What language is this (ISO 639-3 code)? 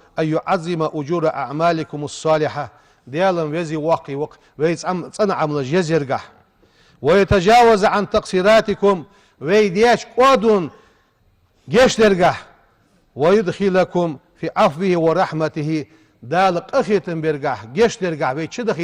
inh